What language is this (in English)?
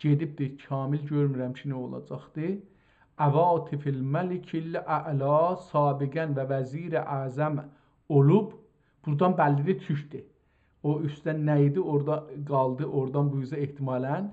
South Azerbaijani